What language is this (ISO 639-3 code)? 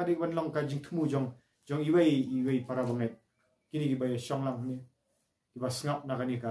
kha